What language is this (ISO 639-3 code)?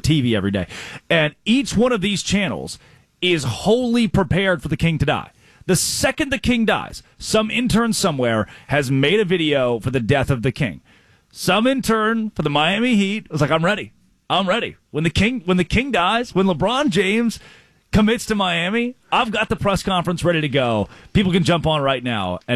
eng